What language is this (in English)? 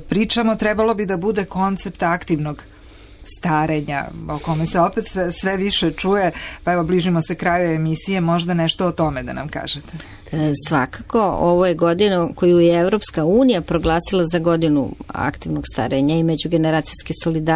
Serbian